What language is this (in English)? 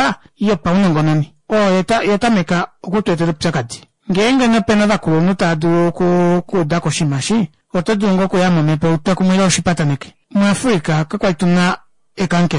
Kuanyama